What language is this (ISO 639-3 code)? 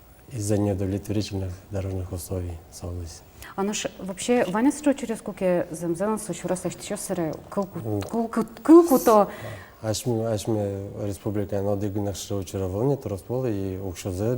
udm